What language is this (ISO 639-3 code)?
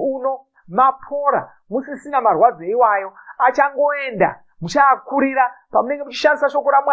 sna